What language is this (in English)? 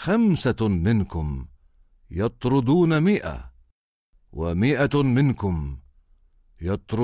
Arabic